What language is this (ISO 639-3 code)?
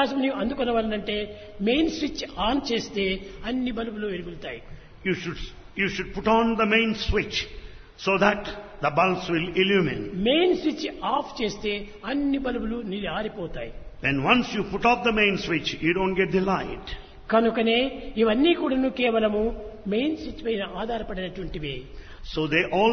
tel